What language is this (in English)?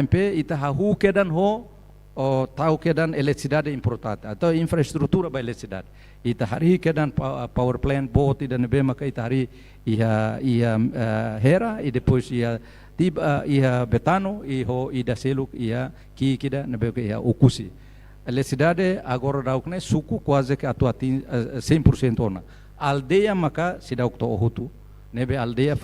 Tetum